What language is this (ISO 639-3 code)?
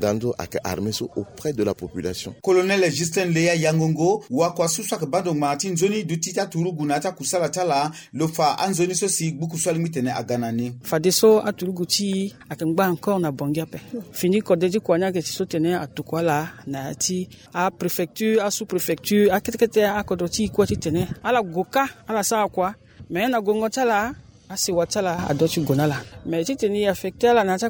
sag